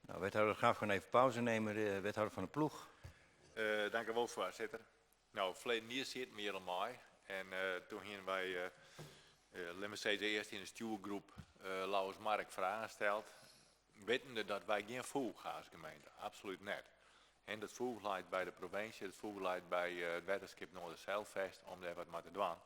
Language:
Western Frisian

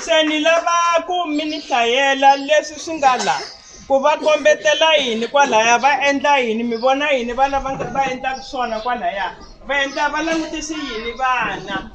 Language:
Tsonga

